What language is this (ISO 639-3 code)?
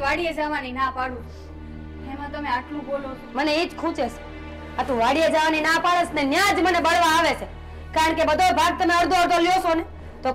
guj